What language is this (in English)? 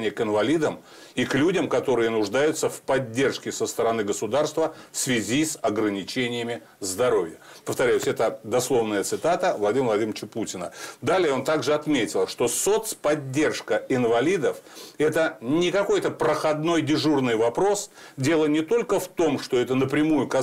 Russian